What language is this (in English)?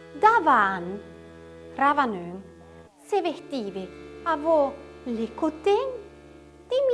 Arpitan